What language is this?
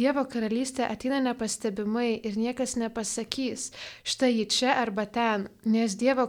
Lithuanian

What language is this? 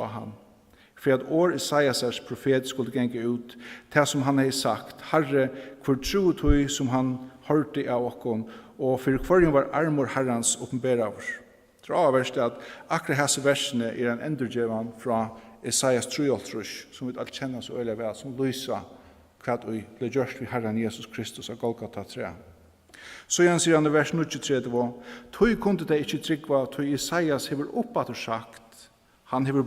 Faroese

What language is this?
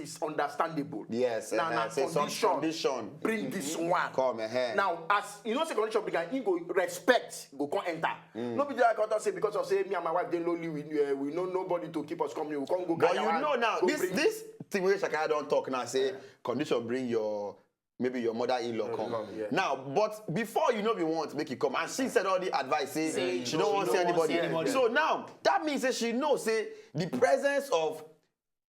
Nigerian Pidgin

